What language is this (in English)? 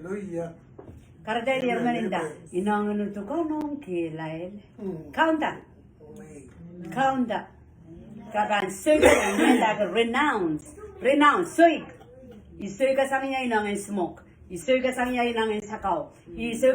Pohnpeian